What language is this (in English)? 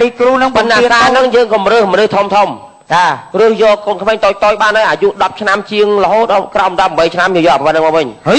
Khmer